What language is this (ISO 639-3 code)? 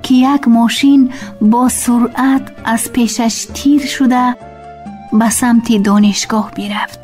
tgk